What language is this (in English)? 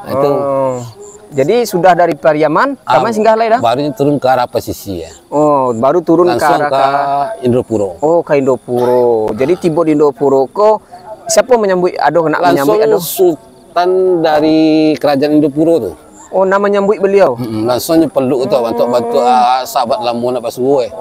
Minangkabau